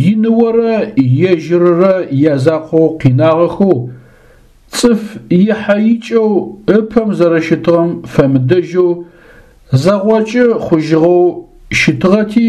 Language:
Adyghe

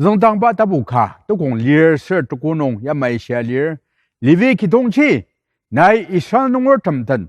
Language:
Ao Naga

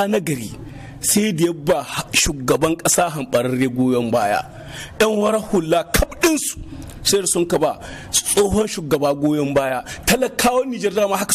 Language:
Hausa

